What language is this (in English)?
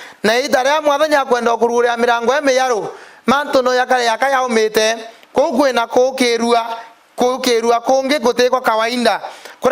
Meru